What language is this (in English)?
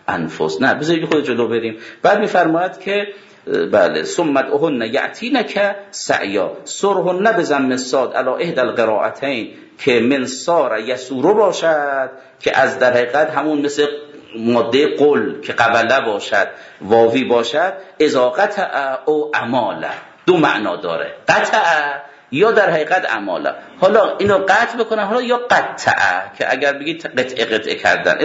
Persian